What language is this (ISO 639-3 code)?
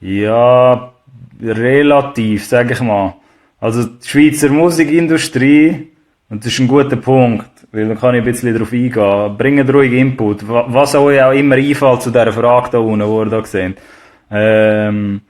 gsw